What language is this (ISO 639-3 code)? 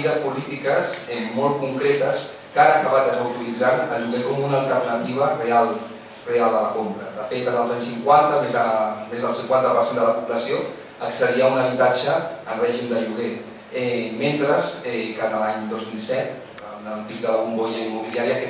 cat